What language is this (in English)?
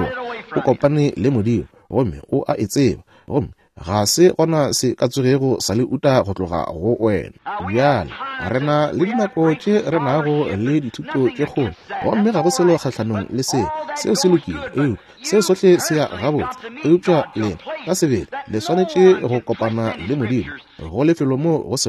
Northern Sotho